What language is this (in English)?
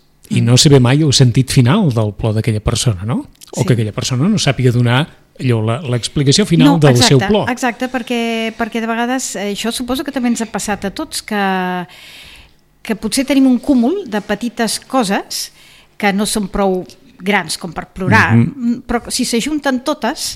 Catalan